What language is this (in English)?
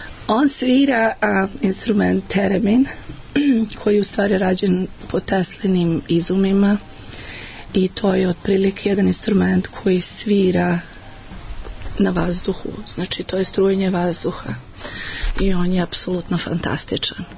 Serbian